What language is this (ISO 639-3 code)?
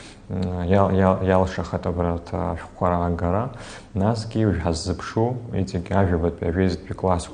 abk